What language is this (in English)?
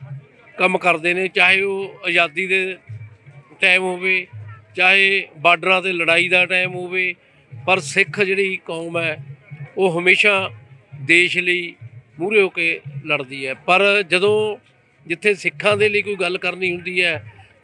Punjabi